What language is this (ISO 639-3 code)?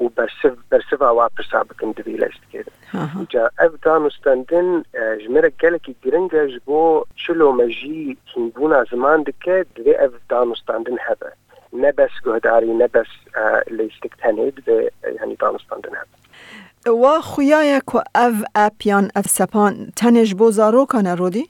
kur